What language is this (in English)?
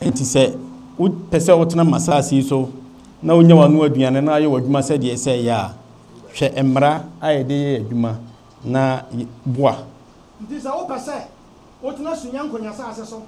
Akan